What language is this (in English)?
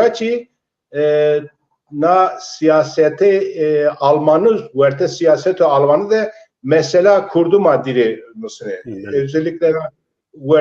Zaza